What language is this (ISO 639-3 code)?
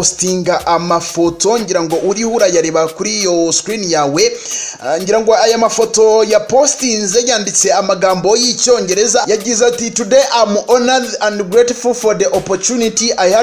kin